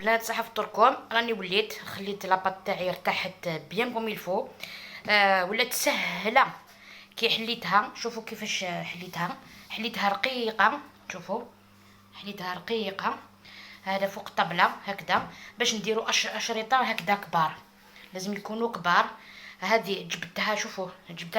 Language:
Algerian Arabic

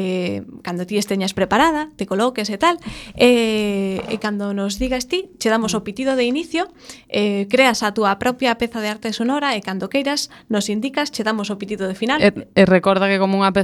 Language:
Galician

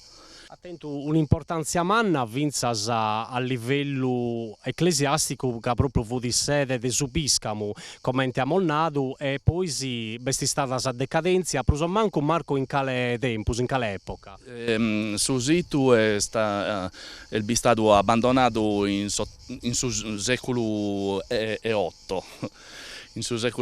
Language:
Sardinian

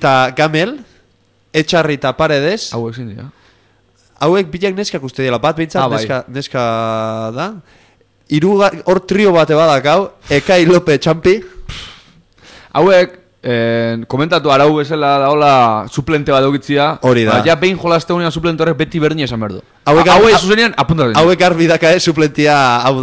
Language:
Basque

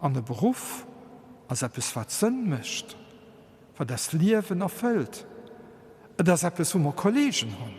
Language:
Luxembourgish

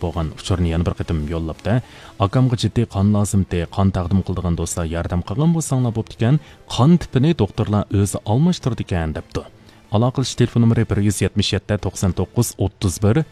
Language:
Uyghur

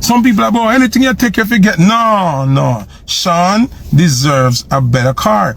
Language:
Jamaican Creole English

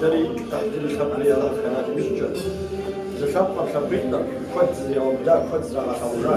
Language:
Kabardian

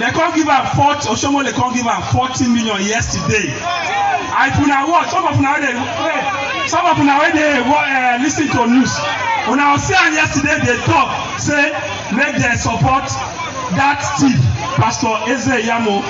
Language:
Nigerian Pidgin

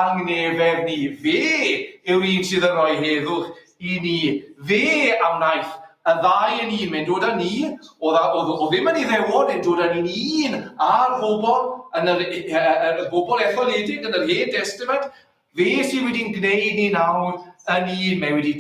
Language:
Welsh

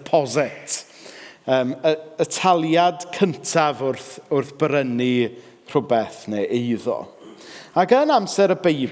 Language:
Welsh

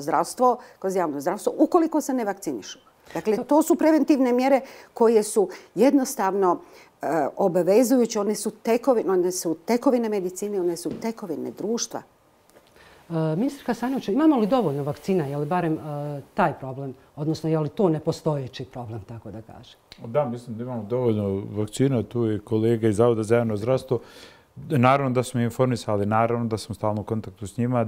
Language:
Bosnian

